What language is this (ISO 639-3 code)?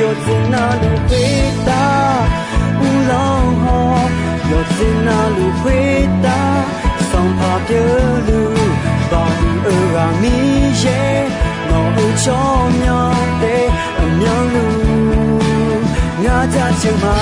ahk